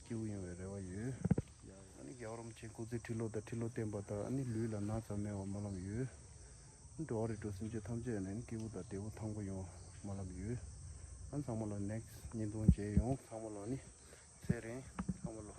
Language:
Tibetan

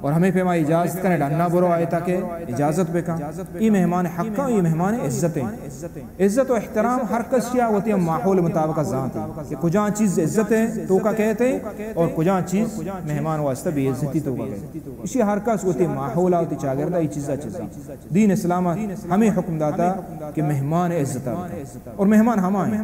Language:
Baluchi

